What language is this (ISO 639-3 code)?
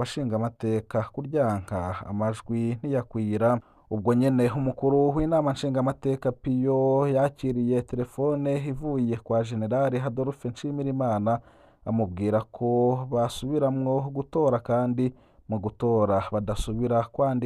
run